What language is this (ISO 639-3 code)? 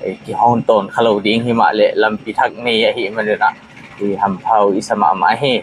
pck